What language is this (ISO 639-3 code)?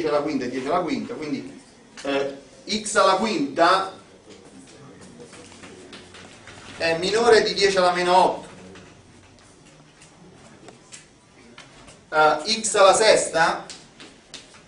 ita